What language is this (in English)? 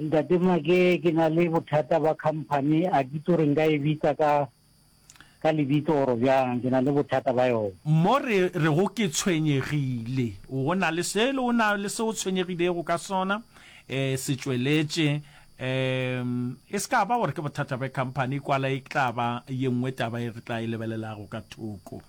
Northern Sotho